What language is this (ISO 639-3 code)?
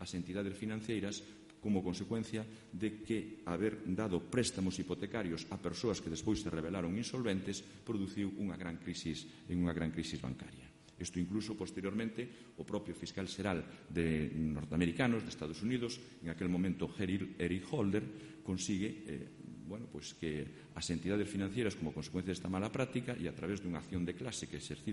glg